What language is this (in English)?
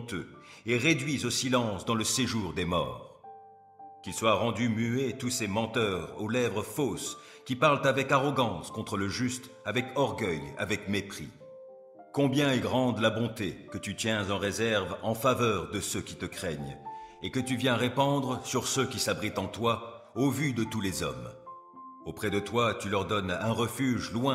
French